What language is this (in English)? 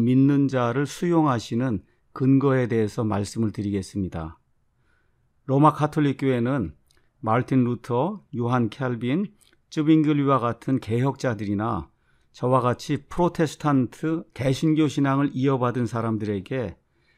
Korean